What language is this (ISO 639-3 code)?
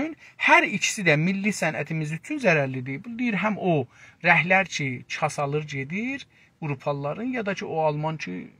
azb